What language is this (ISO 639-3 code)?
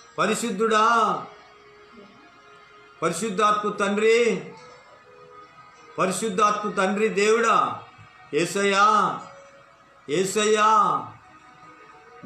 tel